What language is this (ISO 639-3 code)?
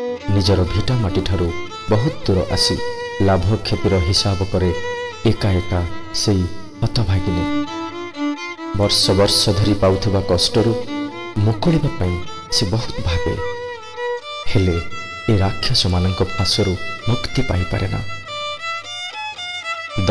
ori